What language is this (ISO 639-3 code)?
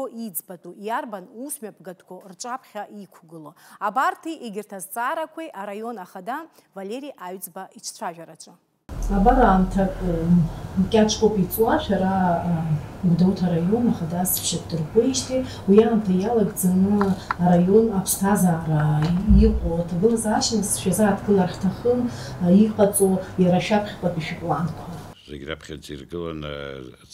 abk